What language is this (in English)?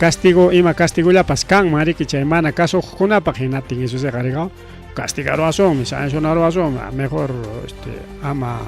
Ayacucho Quechua